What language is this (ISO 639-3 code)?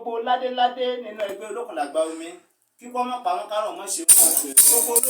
yor